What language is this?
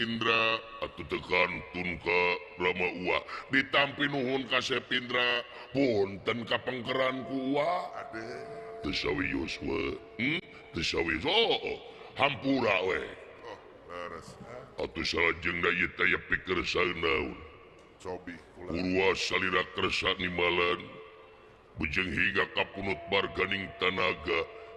Sundanese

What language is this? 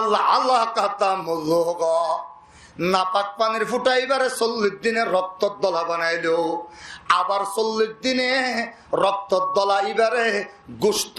Rohingya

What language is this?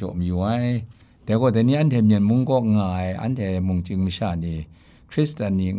Kachin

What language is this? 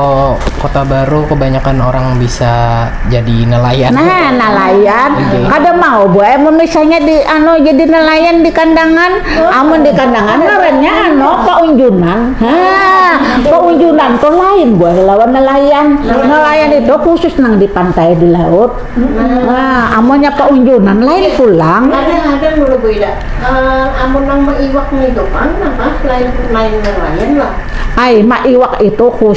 Banjar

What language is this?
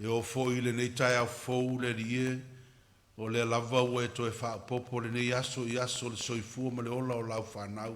Samoan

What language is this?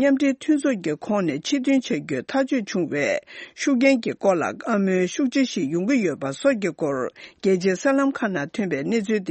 Tibetan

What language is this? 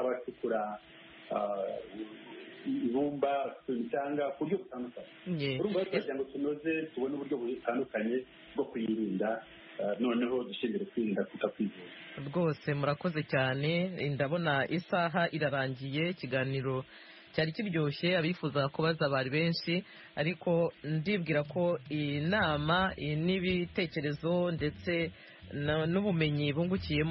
Kinyarwanda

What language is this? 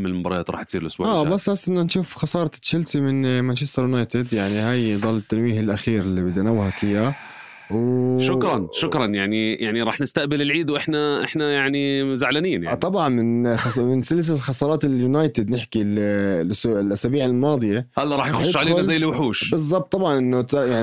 North Levantine Arabic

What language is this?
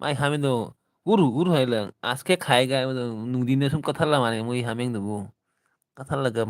Manipuri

